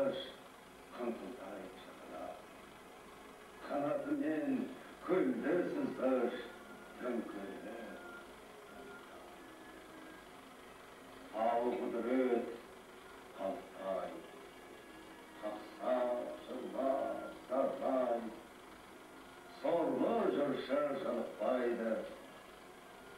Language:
Kazakh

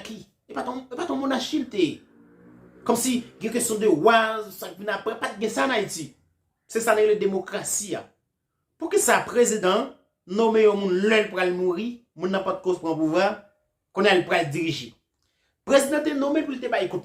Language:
Haitian Creole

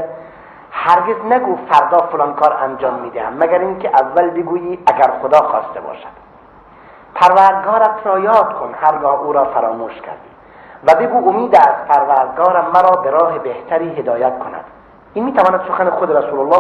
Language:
Tajik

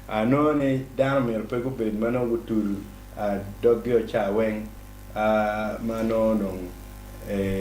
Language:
Acoli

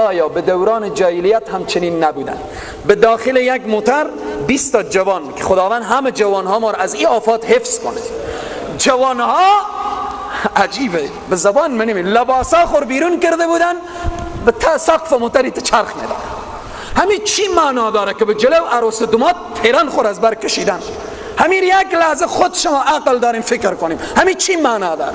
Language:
Persian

